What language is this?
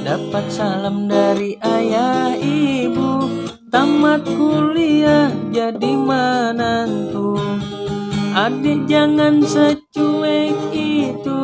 Banjar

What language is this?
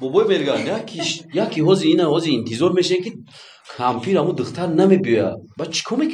Tajik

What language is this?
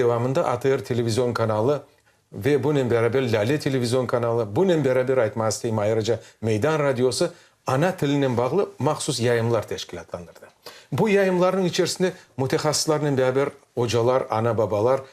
Crimean Tatar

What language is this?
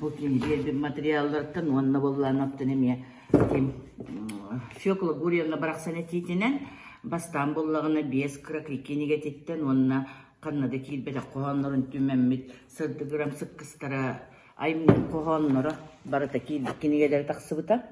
Yakut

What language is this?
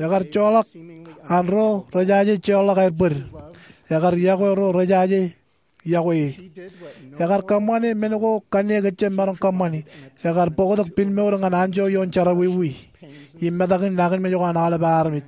Marshallese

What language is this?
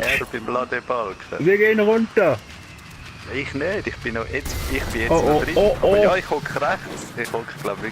Swiss German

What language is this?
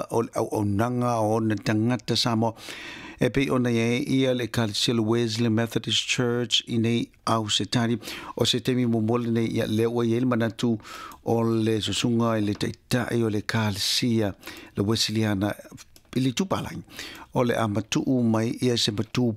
Samoan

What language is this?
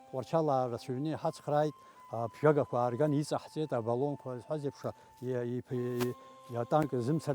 Abkhazian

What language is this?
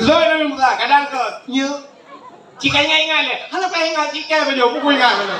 Achinese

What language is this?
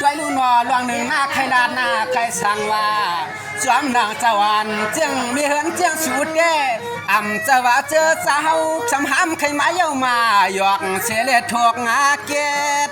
Shan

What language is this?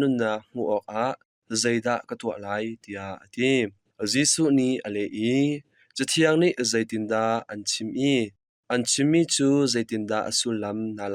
Hakha Chin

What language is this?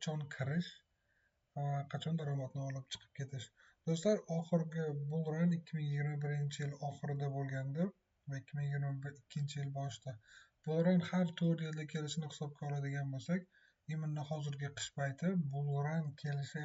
Uzbek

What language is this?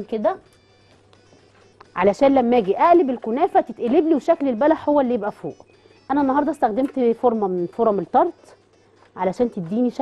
Egyptian Arabic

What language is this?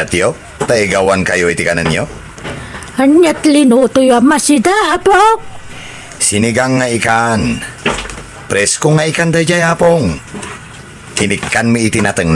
Iloko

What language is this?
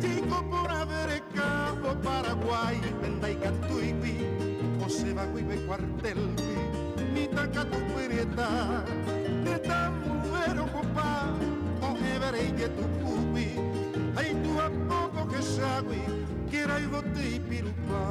Guarani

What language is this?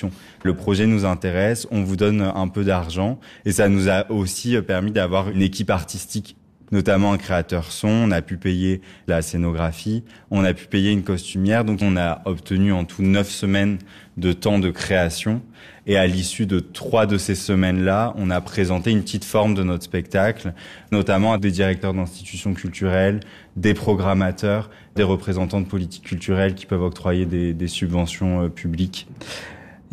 French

